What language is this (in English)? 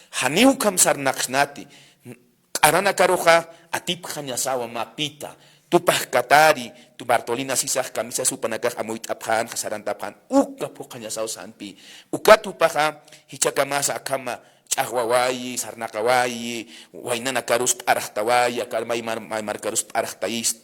Aymara